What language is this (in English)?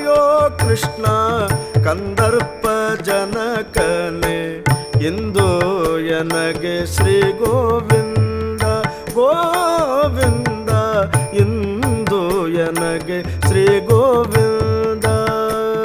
Kannada